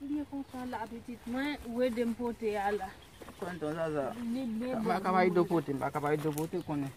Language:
Haitian Creole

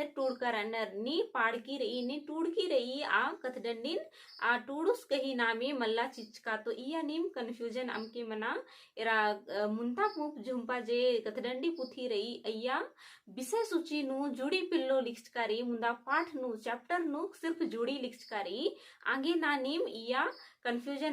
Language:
Kurukh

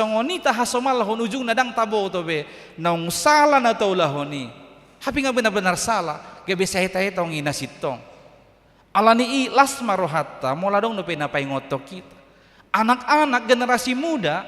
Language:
Batak Toba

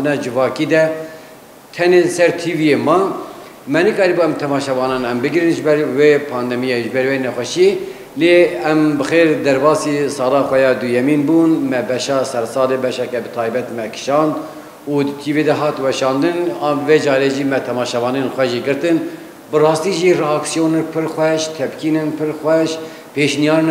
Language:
Kurdish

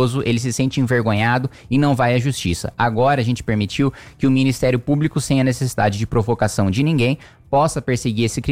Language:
Portuguese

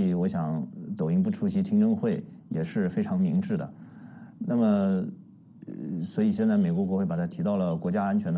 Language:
Chinese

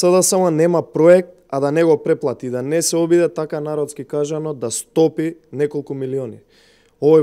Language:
Macedonian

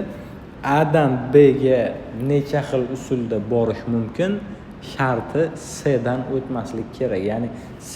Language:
Uzbek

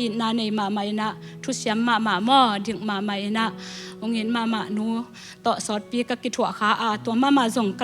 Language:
Tedim Chin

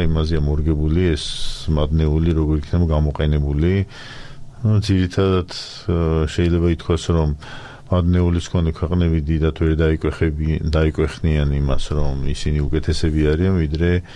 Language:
Georgian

